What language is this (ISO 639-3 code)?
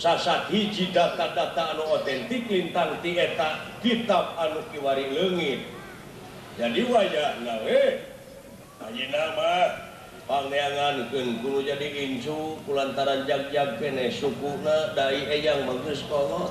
sun